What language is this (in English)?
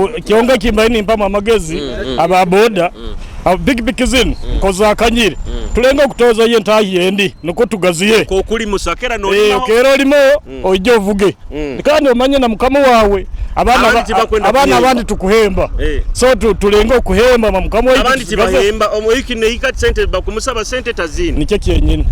Nyoro